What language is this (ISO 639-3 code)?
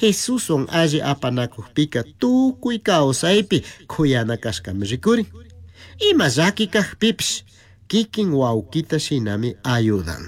qug